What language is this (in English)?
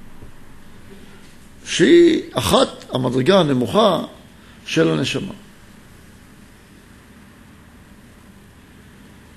Hebrew